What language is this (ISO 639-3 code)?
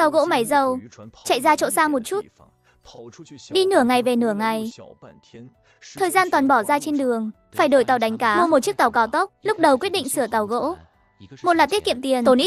vie